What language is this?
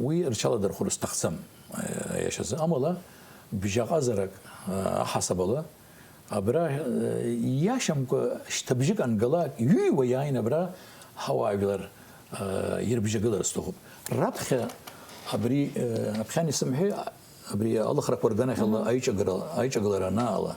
Abkhazian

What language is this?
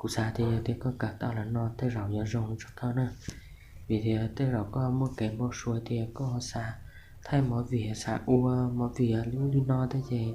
Hmong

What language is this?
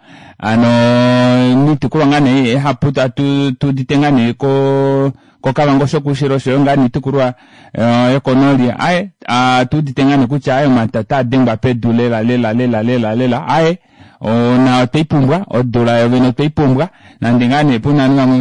Kuanyama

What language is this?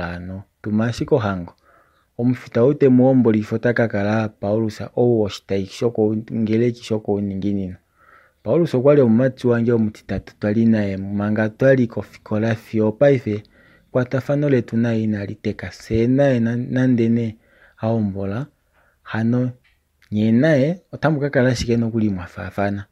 Kuanyama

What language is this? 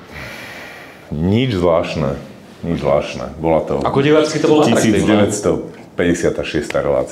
Slovak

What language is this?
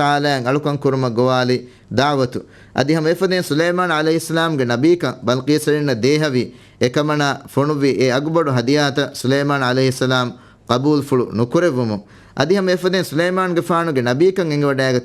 Divehi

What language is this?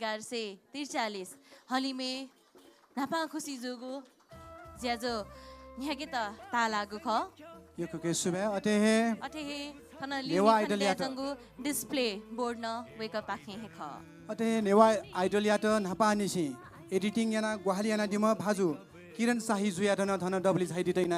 Newari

